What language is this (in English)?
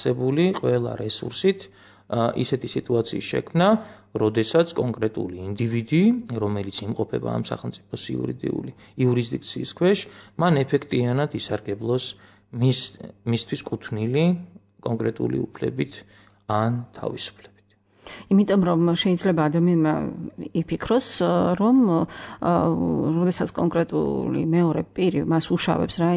Georgian